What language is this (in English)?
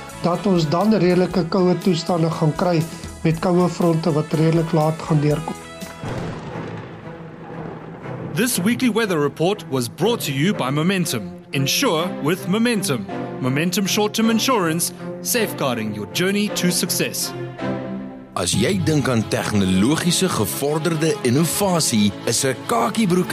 Afrikaans